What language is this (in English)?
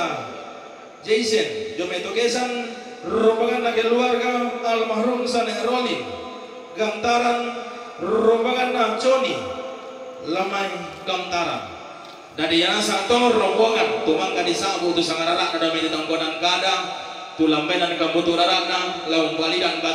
Toraja-Sa'dan